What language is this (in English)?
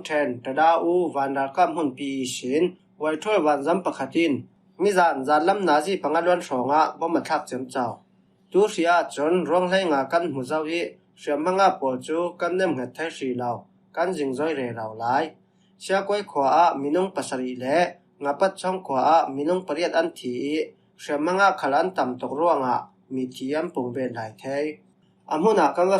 Falam Chin